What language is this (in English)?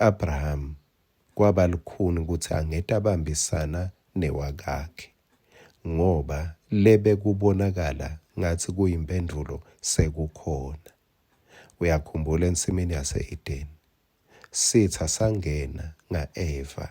Swati